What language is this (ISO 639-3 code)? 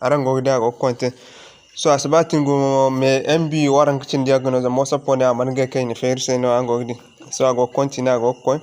dje